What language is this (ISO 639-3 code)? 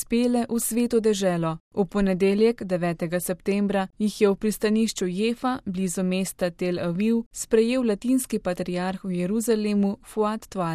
slv